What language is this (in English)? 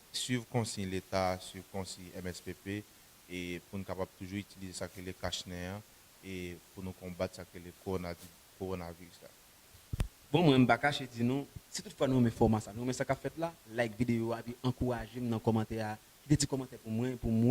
Haitian Creole